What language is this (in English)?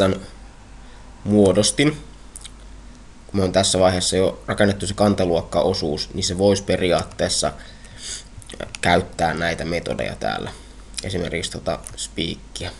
Finnish